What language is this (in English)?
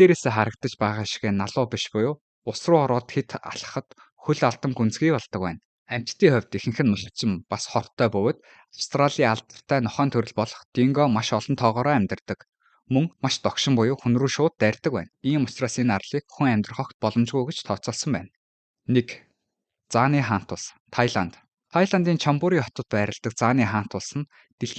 Mongolian